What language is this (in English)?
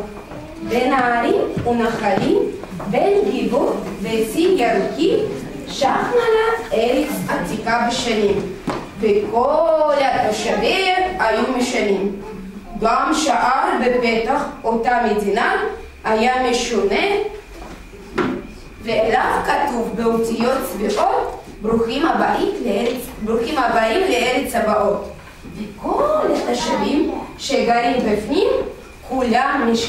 Hebrew